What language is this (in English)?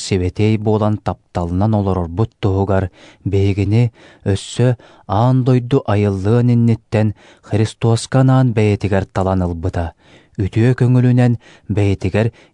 Yakut